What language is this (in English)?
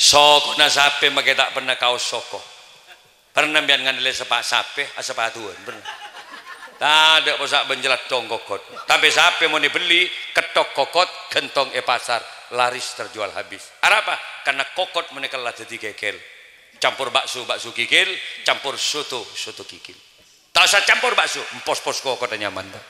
Madurese